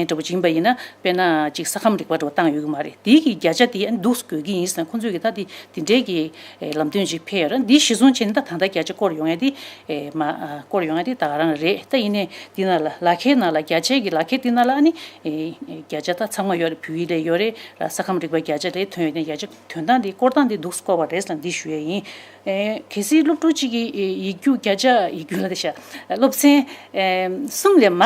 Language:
Tibetan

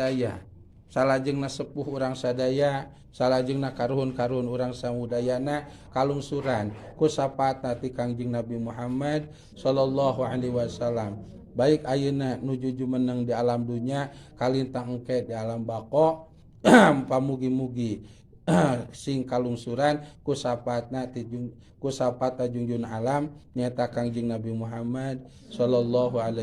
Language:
Sundanese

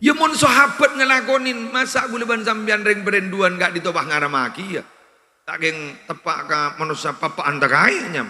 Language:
Madurese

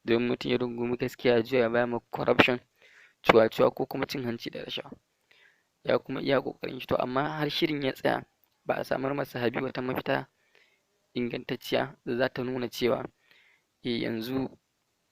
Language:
Hausa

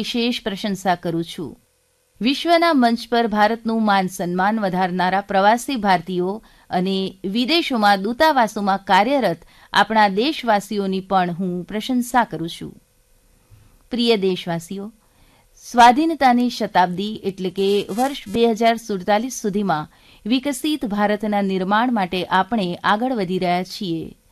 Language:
Gujarati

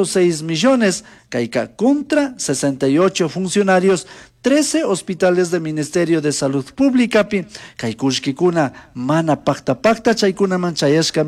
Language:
Chimborazo Highland Quichua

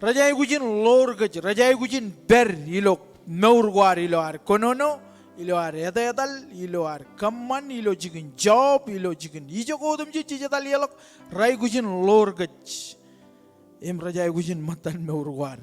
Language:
Marshallese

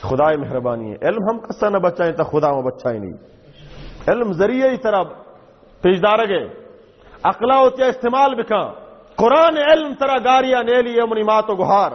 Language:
Baluchi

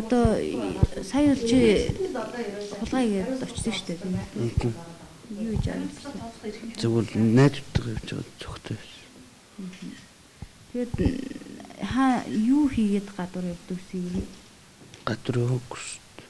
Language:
Mongolian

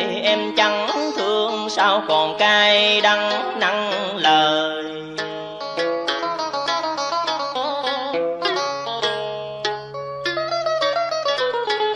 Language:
Vietnamese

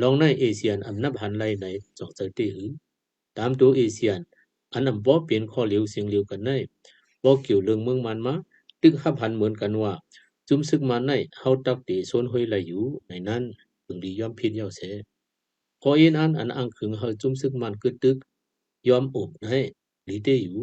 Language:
Shan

